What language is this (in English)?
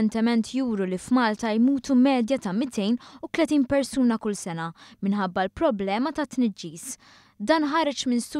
Maltese